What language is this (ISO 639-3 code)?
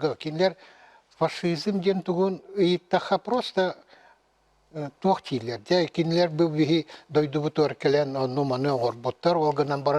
sah